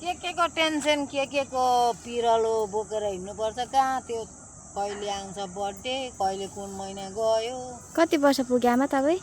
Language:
Nepali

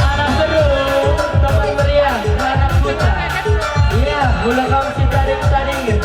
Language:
Batak Karo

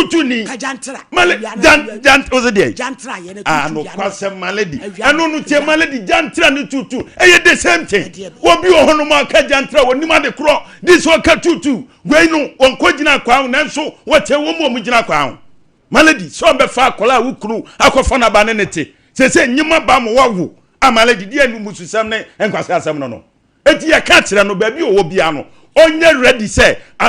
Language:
Akan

